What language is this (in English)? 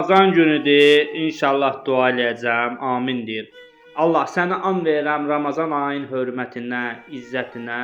Azerbaijani